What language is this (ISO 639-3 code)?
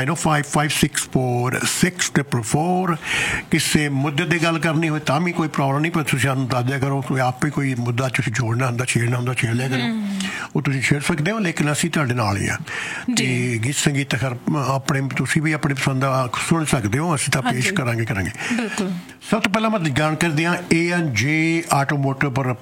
pan